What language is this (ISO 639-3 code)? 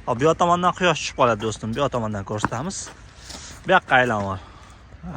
uzb